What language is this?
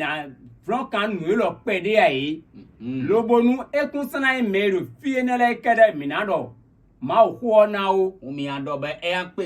Fon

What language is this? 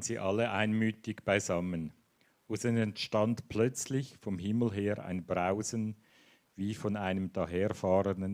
Swiss German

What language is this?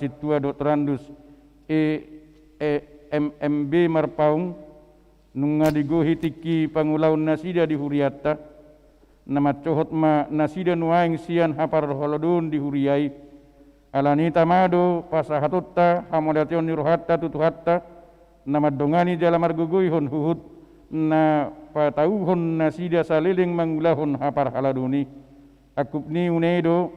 Batak Toba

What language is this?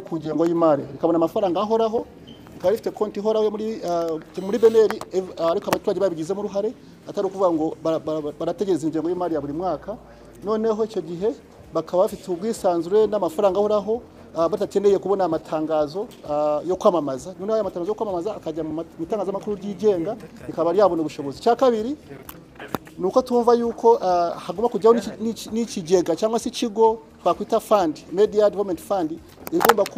Kinyarwanda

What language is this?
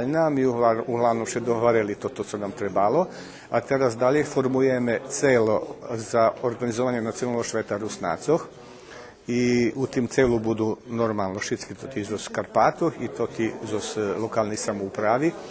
Rusyn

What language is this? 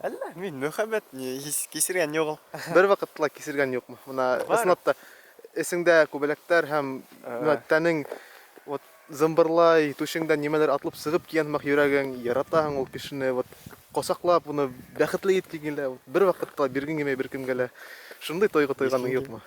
Bashkir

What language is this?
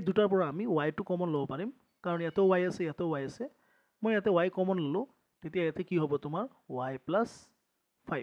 Assamese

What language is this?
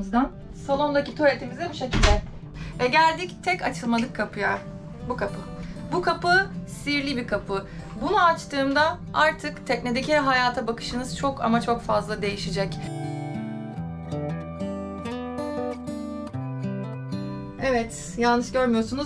Turkish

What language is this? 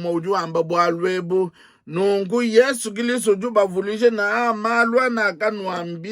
Luba-Lulua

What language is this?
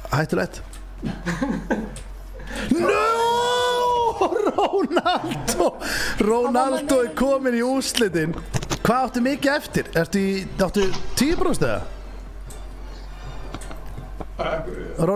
Icelandic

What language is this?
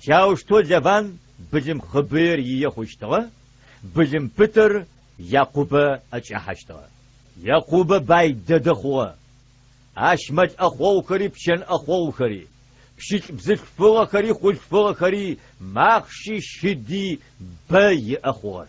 Adyghe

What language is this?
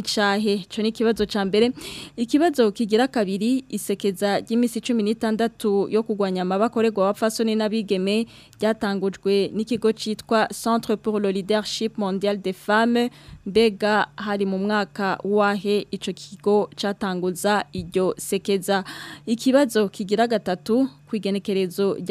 Rundi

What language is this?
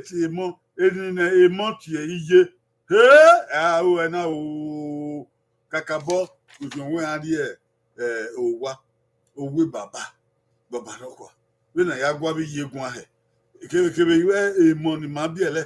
Bini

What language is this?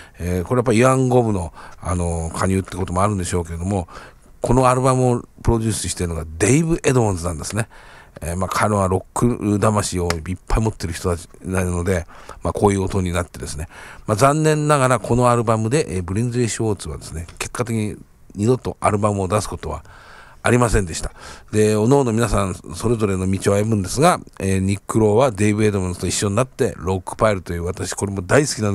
Japanese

